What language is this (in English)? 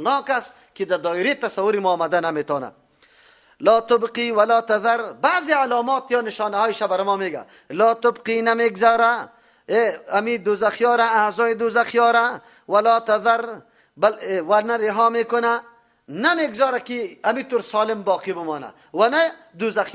Persian